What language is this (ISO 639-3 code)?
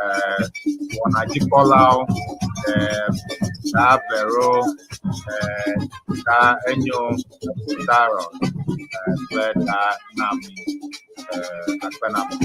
ewe